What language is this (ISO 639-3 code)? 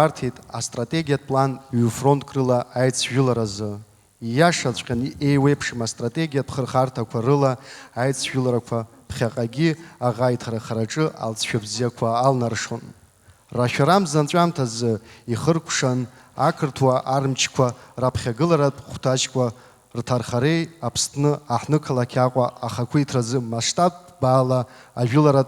abk